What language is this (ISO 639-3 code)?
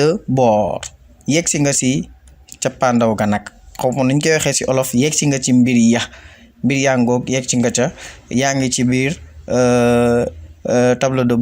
wol